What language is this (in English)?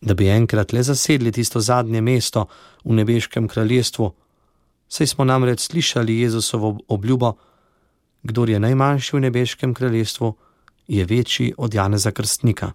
Slovenian